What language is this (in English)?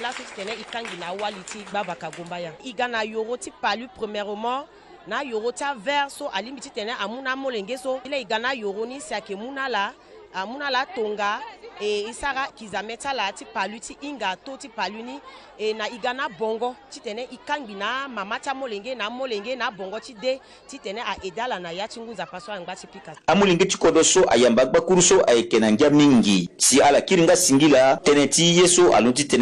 Sango